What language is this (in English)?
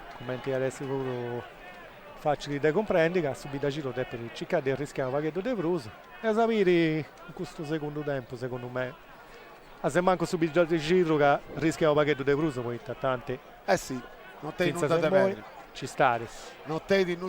Sardinian